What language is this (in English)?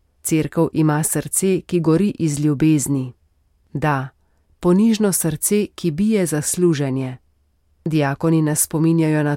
Slovenian